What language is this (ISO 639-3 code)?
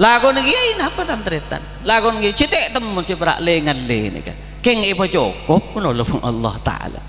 mad